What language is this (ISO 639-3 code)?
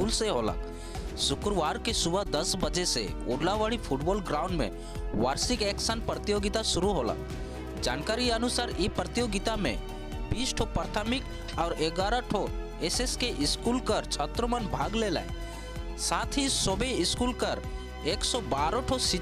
sck